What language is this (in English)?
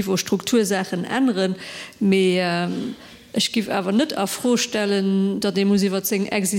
Luxembourgish